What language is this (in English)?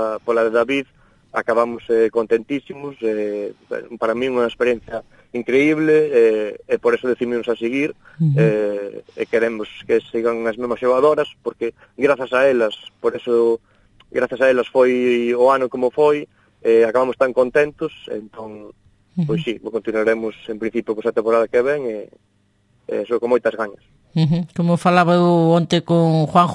Galician